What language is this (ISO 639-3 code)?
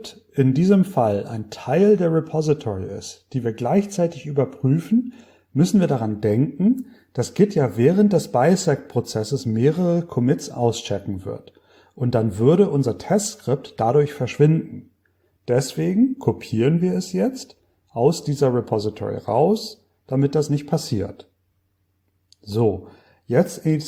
deu